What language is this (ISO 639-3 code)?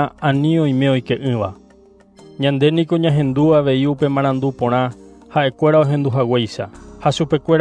grn